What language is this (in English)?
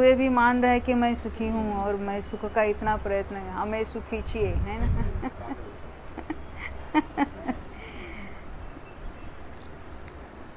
Hindi